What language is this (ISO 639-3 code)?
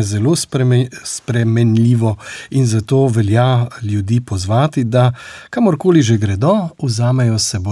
slv